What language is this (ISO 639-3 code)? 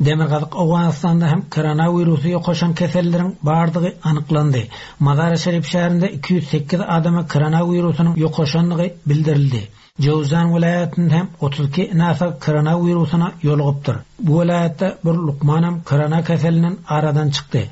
tuk